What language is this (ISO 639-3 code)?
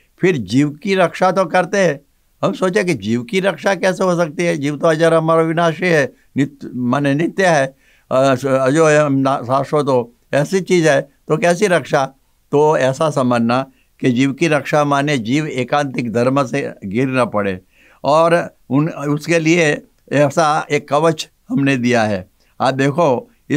hin